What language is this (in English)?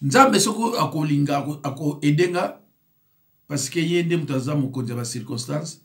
Lingala